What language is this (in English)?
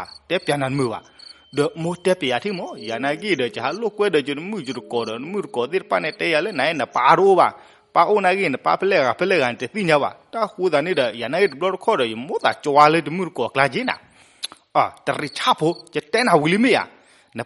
S'gaw Karen